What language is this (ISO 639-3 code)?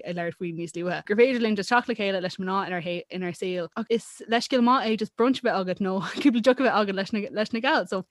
gle